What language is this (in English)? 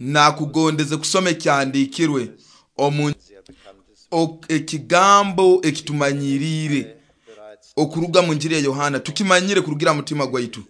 Nyoro